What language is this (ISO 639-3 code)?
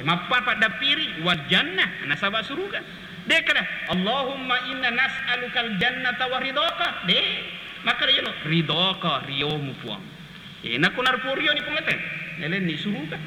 bug